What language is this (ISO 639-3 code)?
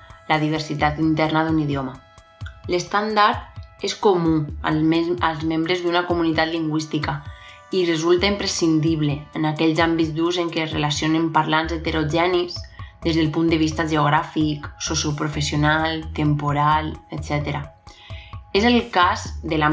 cat